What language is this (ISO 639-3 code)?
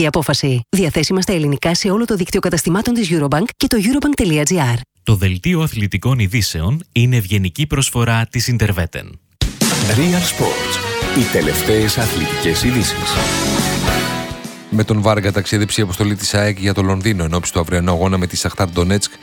ell